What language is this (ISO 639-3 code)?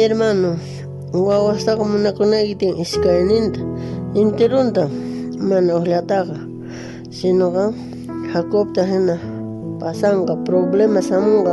quh